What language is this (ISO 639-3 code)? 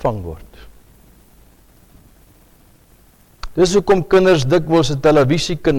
afr